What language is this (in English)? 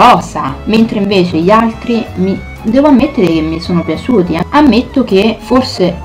Italian